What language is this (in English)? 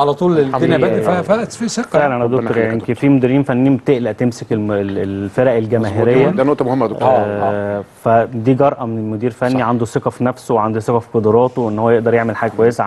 Egyptian Arabic